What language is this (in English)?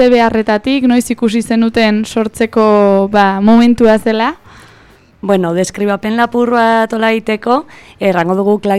Basque